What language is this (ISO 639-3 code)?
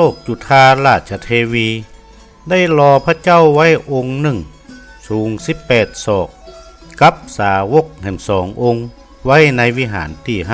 nod